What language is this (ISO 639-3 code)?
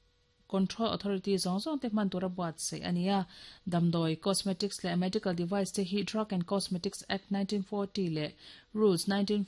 lus